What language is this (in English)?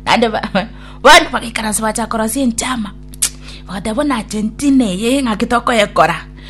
Gusii